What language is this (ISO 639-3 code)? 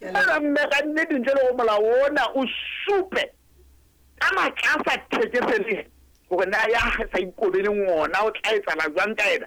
sot